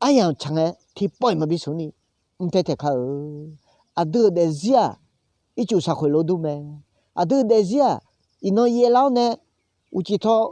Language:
Akha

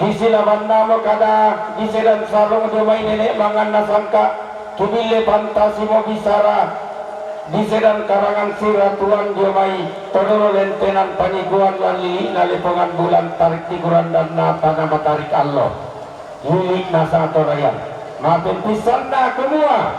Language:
Toraja-Sa'dan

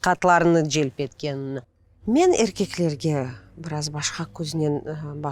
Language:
Crimean Tatar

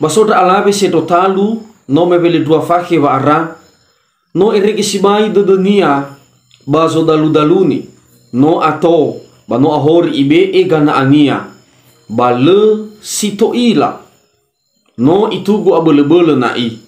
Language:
Nias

